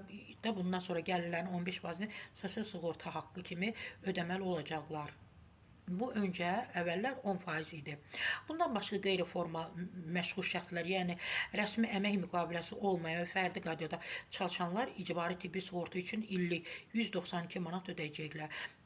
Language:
Azerbaijani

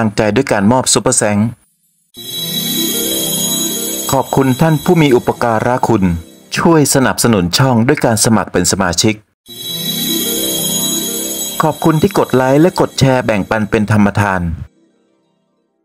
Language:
Thai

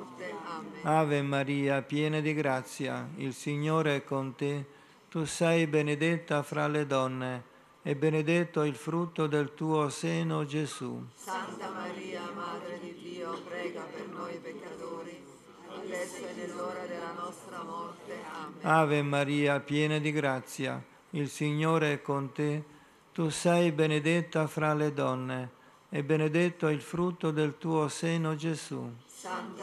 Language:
Italian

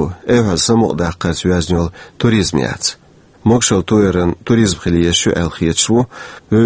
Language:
Chechen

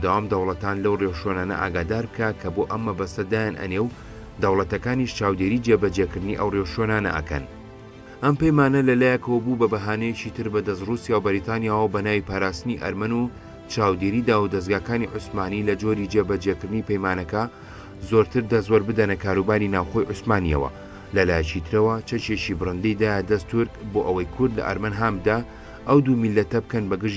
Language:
Central Kurdish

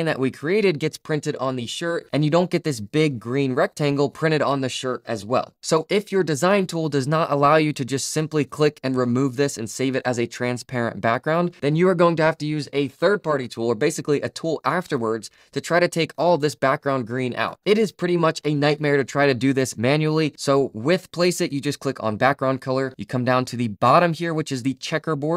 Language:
English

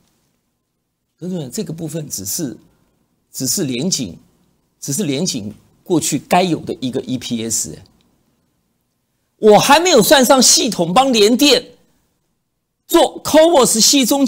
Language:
Chinese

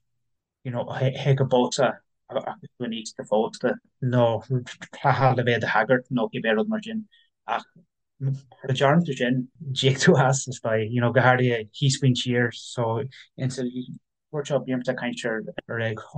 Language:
Irish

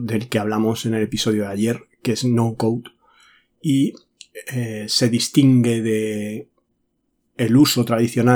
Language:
Spanish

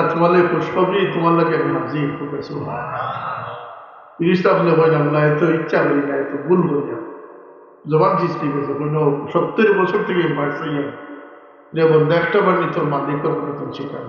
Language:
Sylheti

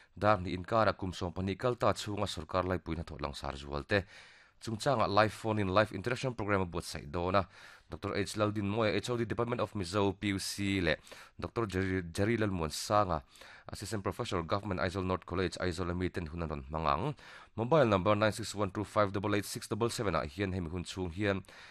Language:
Mizo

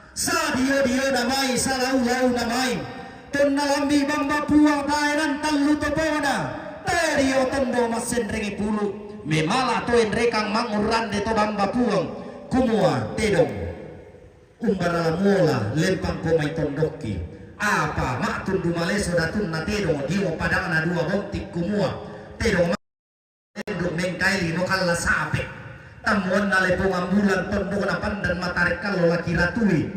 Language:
Toraja-Sa'dan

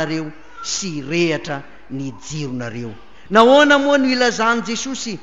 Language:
Malagasy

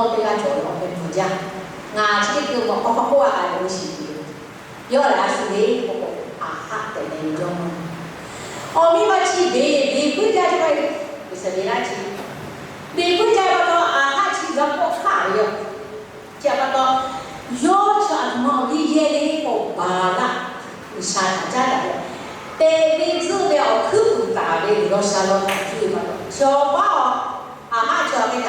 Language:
Lahu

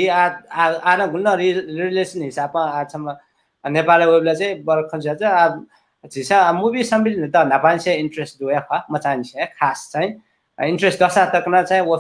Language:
Newari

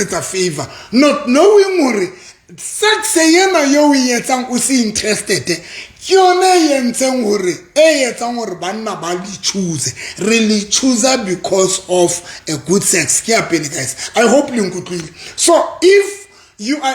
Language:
Southern Sotho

